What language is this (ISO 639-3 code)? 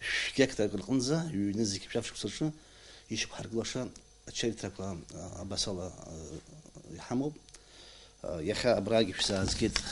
abk